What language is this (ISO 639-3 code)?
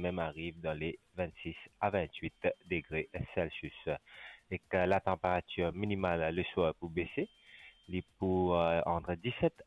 mfe